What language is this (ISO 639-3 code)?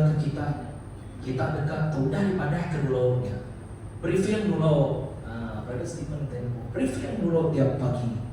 iba